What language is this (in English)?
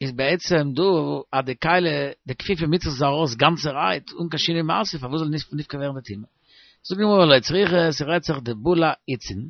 Yiddish